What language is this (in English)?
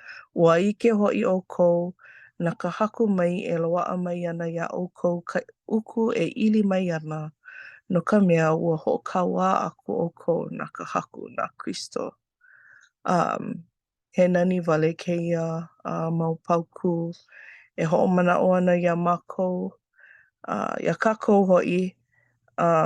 Hawaiian